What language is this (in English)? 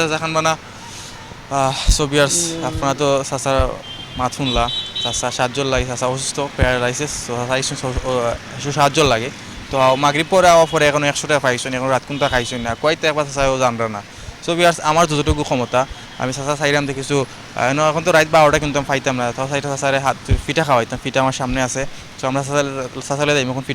Sylheti